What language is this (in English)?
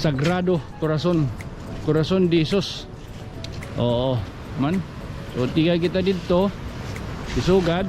Waray